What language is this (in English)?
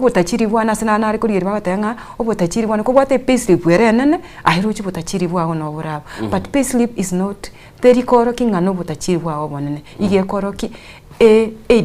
Gusii